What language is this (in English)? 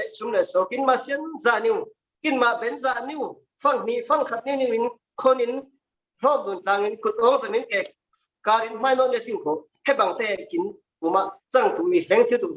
Falam Chin